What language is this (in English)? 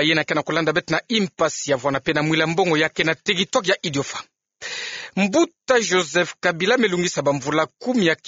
Kituba (Democratic Republic of Congo)